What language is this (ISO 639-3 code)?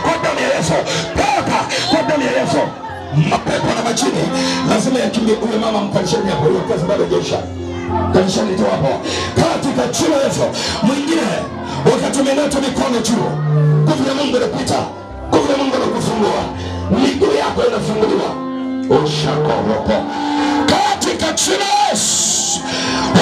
swa